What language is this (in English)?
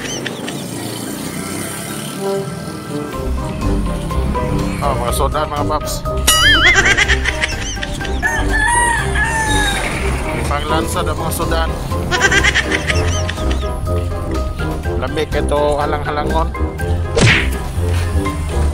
Cebuano